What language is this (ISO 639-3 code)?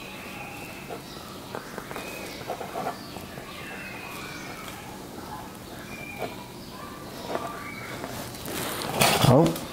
trv